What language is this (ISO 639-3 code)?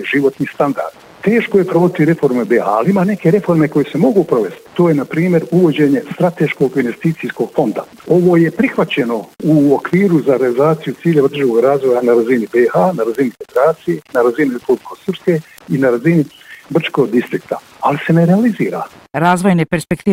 bos